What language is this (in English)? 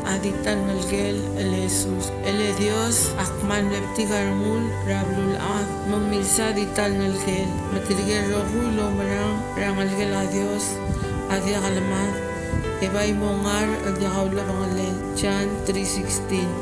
Palauan